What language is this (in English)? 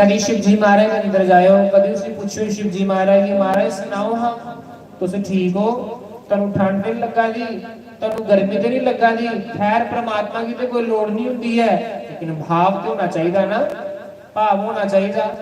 Dogri